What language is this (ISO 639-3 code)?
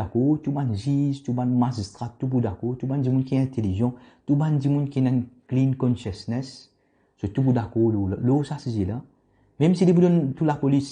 mfe